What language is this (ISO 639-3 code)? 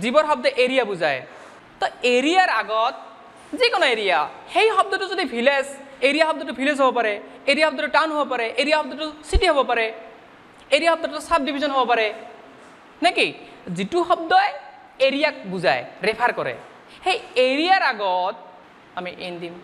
asm